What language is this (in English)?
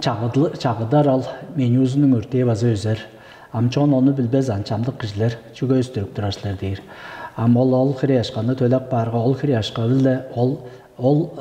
Tuvinian